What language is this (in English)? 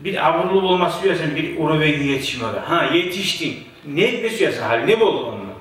Kumyk